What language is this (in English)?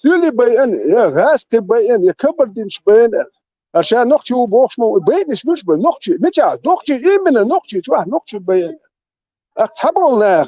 Chechen